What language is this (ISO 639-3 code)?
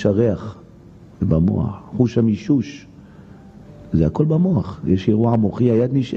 heb